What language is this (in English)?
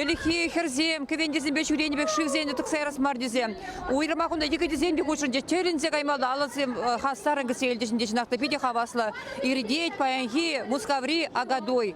Chuvash